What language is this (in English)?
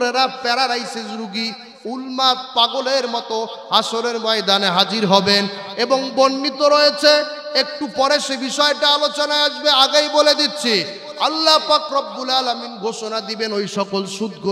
Bangla